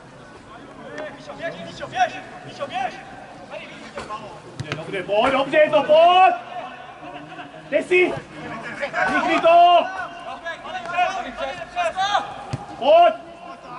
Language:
Czech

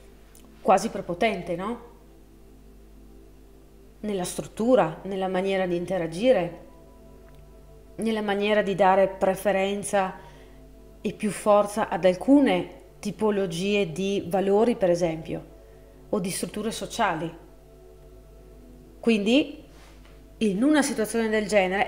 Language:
Italian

